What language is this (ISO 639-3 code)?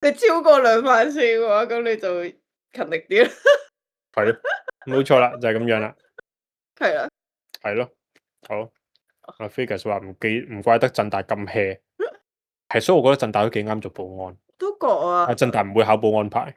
yue